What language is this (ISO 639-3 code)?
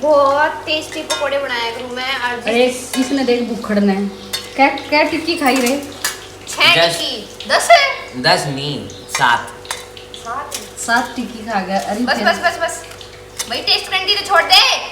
bgc